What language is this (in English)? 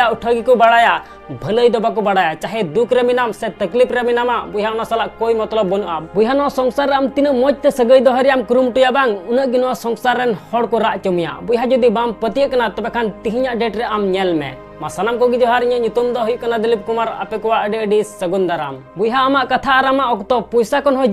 Santali